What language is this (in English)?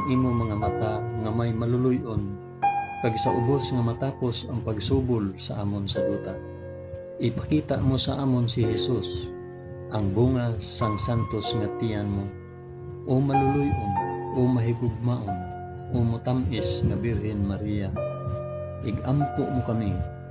Hiligaynon